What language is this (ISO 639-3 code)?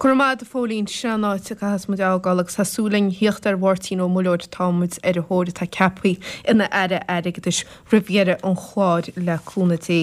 gle